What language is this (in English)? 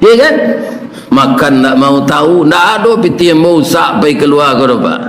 Minangkabau